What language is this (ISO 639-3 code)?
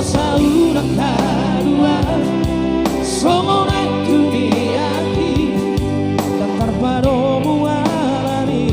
bbc